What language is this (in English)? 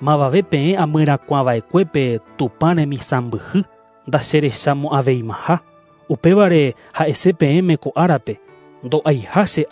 Guarani